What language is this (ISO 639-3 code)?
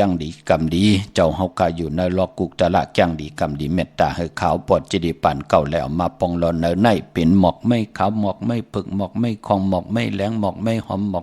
shn